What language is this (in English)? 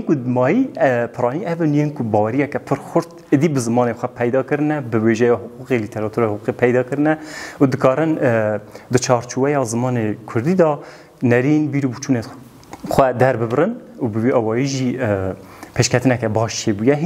Kurdish